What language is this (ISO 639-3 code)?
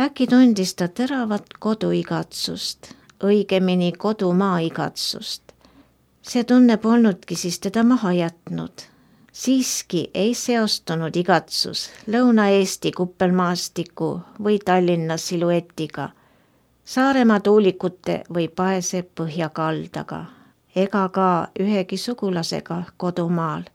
est